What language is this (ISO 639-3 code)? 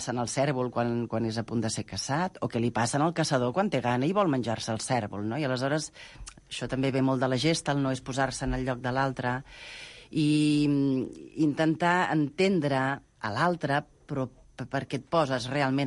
cat